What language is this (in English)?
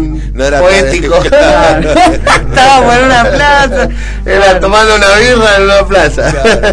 Spanish